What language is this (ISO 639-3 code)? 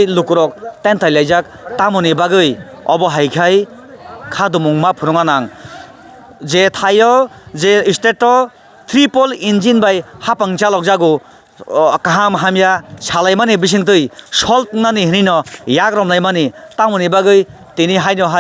trp